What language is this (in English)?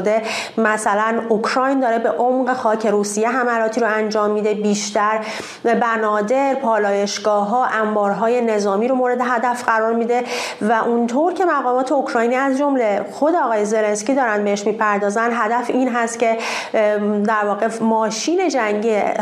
Persian